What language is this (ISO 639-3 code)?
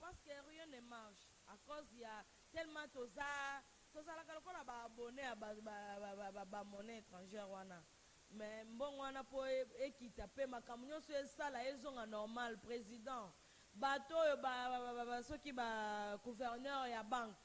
lin